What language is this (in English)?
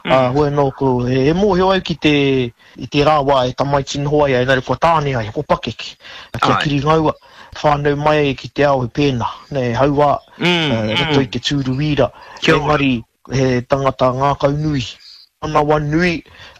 Māori